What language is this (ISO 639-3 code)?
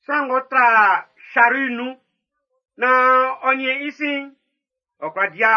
bci